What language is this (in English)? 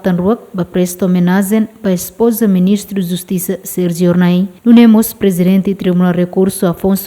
Tetum